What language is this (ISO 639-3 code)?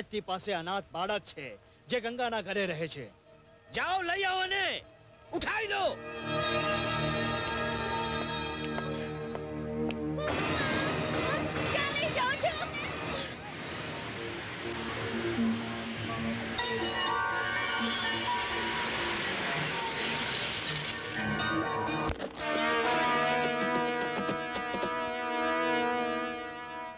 guj